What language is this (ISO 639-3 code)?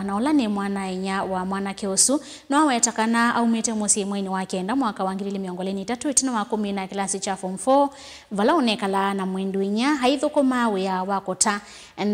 kam